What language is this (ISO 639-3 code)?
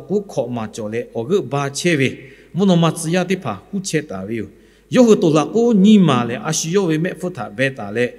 lhu